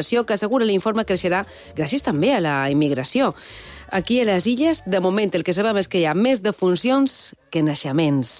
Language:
Catalan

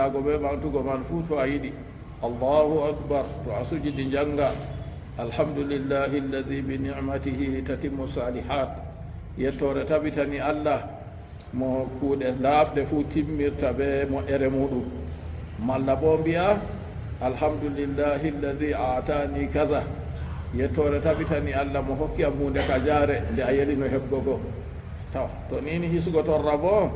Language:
Fula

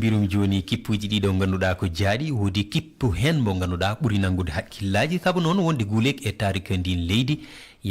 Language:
Fula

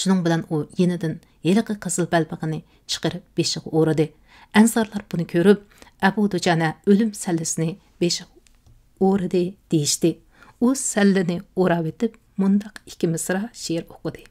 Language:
Uyghur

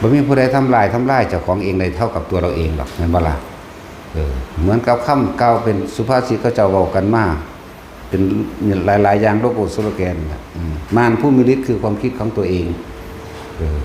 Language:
Northeastern Thai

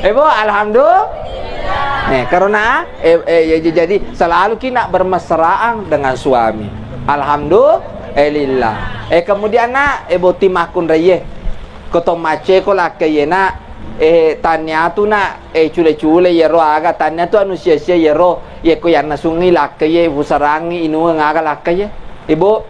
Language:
Buginese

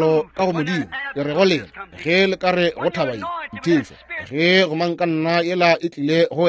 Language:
Northern Sotho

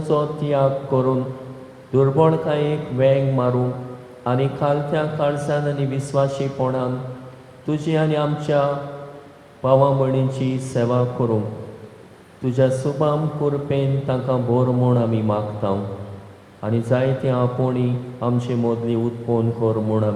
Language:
Konkani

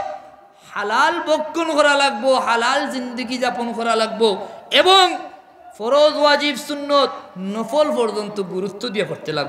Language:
Sylheti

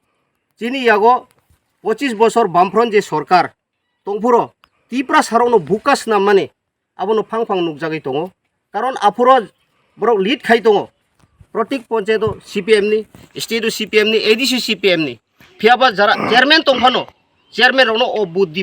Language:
Kok Borok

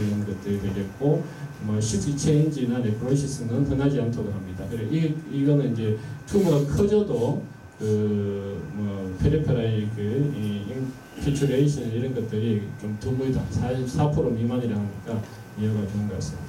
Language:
Korean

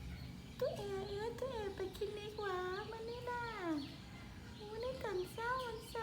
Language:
Lao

